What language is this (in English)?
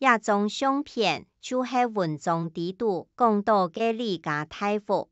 Hakka Chinese